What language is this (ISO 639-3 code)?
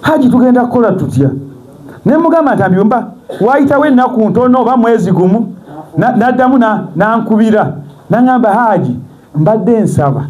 lug